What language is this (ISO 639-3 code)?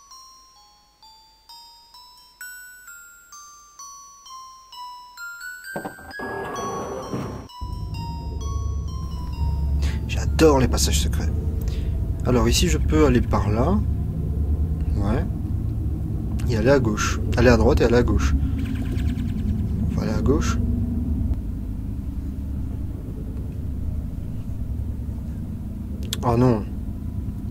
fra